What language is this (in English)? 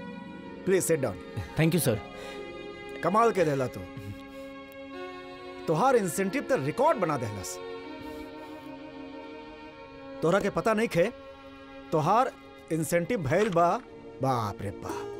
Bhojpuri